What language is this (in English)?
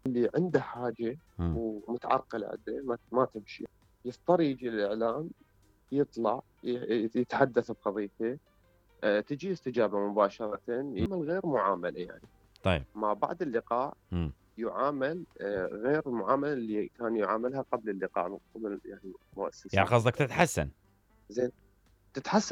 Mesopotamian Arabic